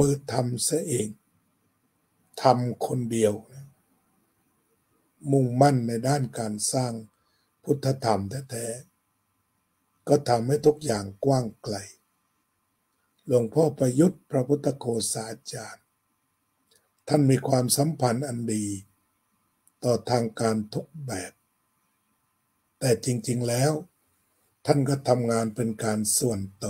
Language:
Thai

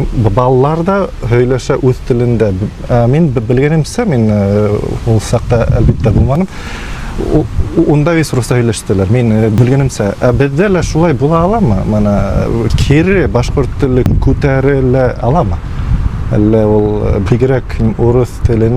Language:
Bashkir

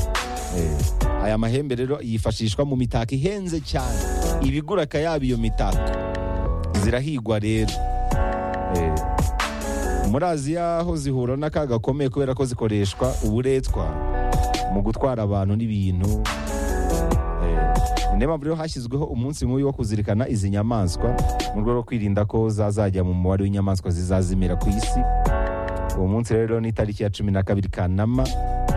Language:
Kinyarwanda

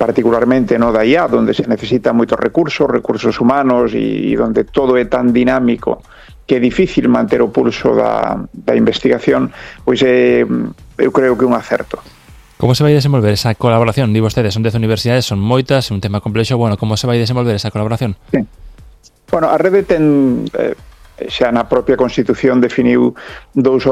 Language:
Galician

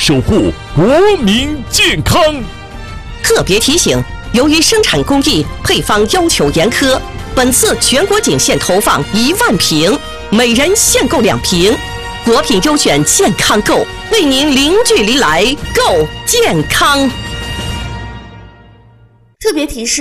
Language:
Chinese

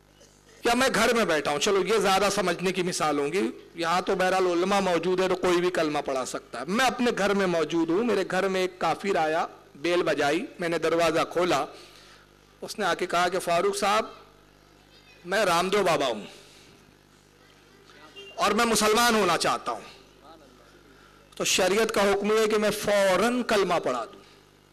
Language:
Urdu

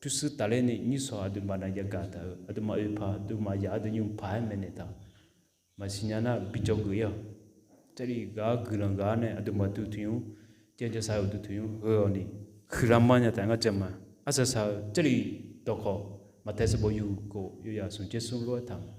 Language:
Akha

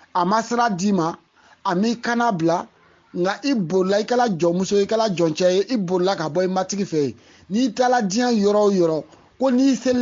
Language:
Bambara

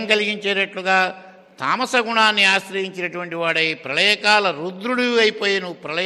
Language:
Telugu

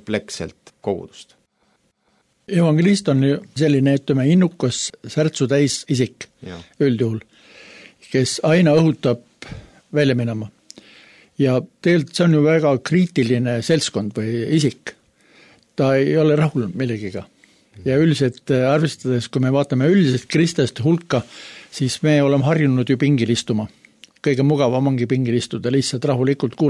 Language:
Estonian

